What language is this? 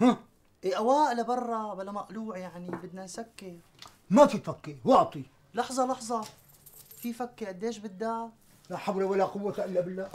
North Levantine Arabic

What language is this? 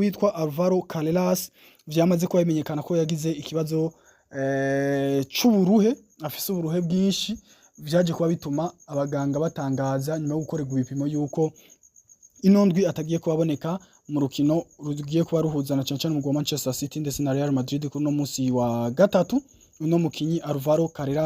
Rundi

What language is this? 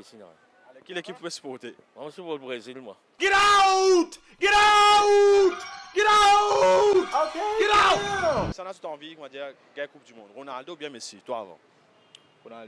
Morisyen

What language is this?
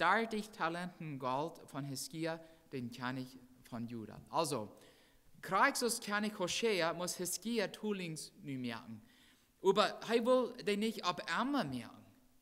Plautdietsch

